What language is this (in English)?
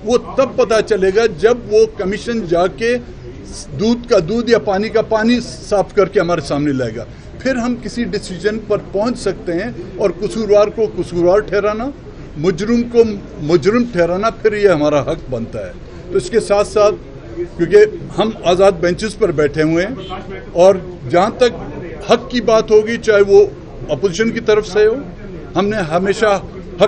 Urdu